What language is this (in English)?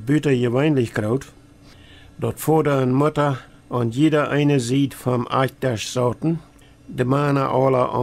Plautdietsch